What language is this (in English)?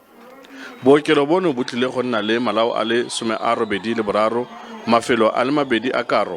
Tswana